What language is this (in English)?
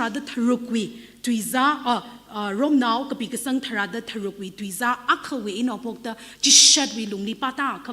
Tangkhul Naga (India)